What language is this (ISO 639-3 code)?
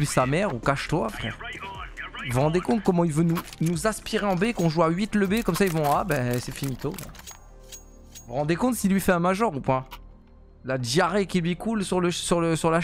fra